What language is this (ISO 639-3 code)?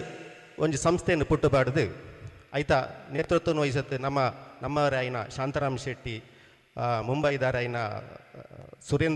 tcy